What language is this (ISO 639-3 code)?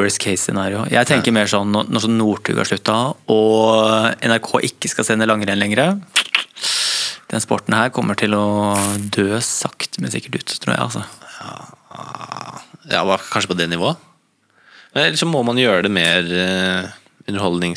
nor